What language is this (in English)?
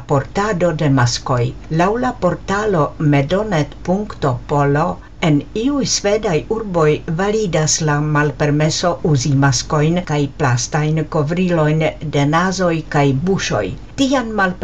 Esperanto